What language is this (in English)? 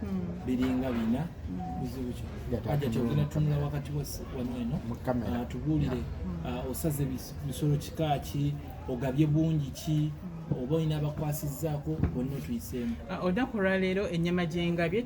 Ganda